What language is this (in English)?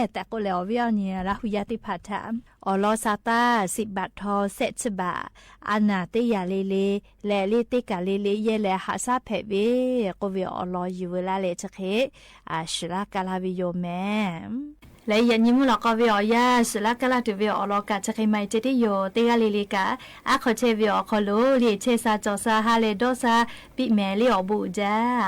Lahu